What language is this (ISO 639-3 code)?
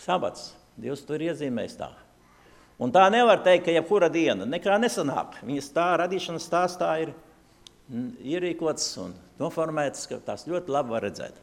lav